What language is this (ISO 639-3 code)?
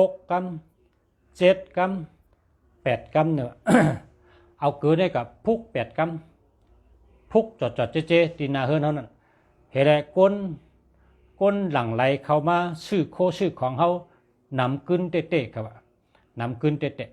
shn